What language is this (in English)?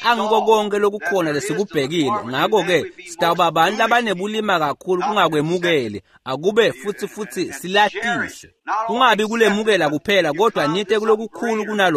Swati